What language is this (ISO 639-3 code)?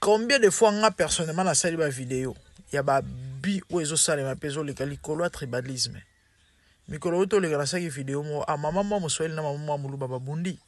lin